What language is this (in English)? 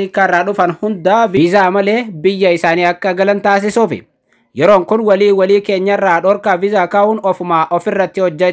Oromo